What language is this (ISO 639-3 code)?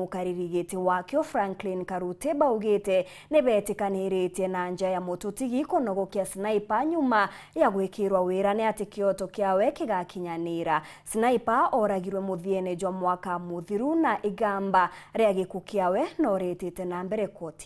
mer